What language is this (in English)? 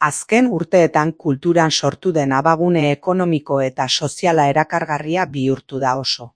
Basque